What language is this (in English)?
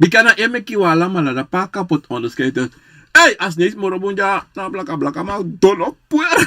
Sranan Tongo